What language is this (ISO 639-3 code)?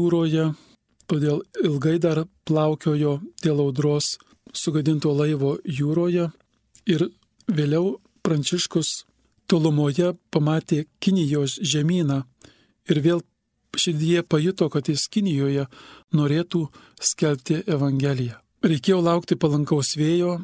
lit